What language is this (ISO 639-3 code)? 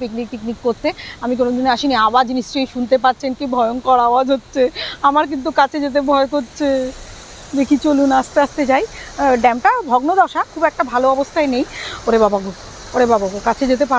ben